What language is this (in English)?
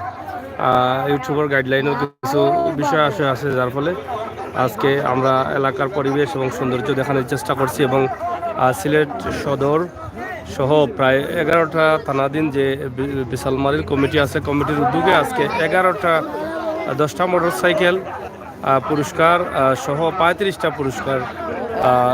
Sylheti